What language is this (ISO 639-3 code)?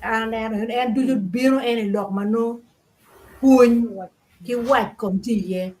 ach